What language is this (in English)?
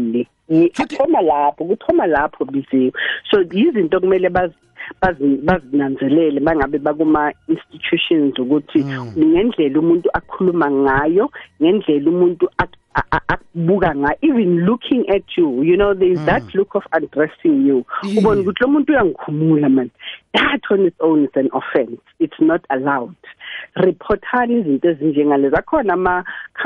South Ndebele